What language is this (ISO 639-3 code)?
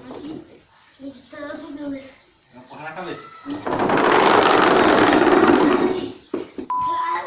por